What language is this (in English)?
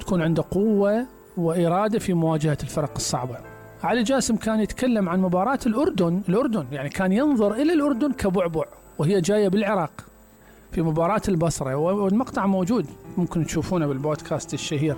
Mesopotamian Arabic